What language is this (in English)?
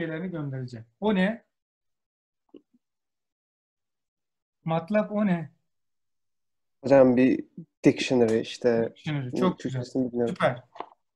Turkish